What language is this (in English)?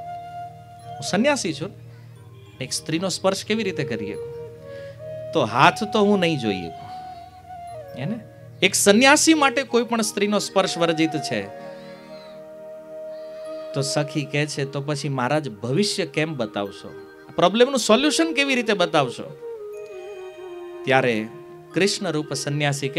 Gujarati